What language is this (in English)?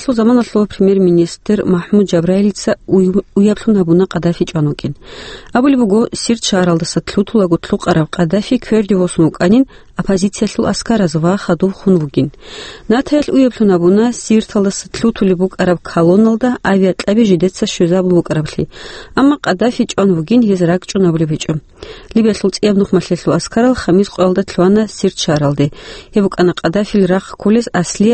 Avaric